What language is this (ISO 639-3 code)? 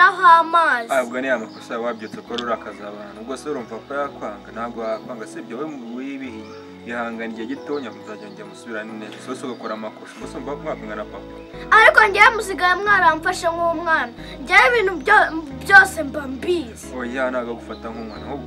kin